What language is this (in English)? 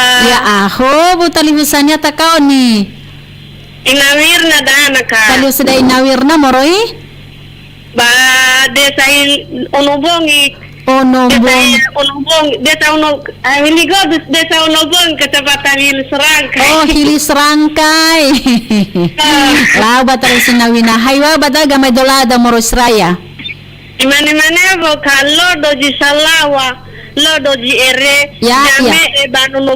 Nias